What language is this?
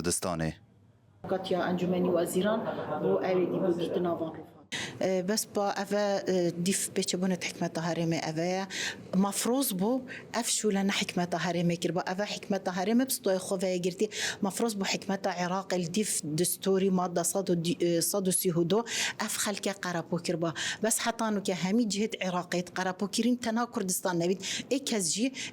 Kurdish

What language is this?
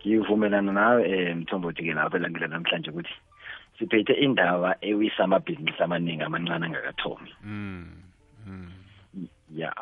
South Ndebele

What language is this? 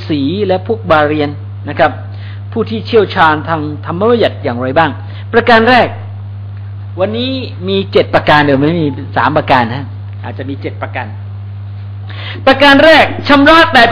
Thai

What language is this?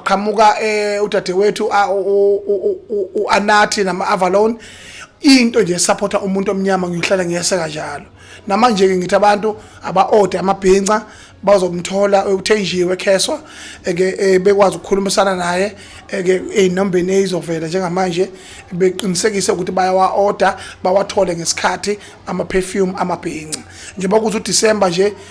Zulu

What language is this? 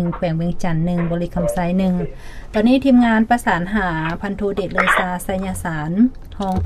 Lao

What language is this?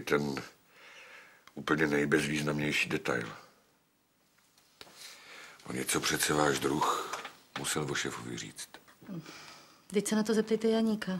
Czech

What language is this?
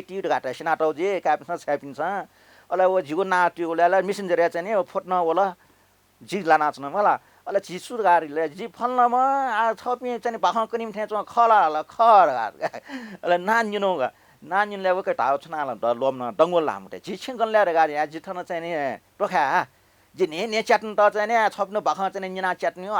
Newari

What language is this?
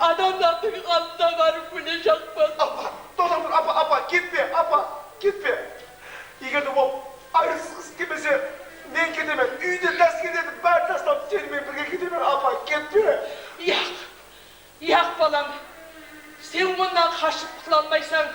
Kara-Kalpak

